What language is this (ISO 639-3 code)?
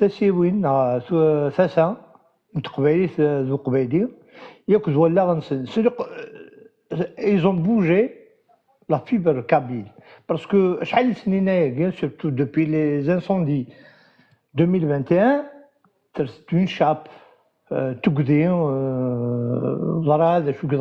kab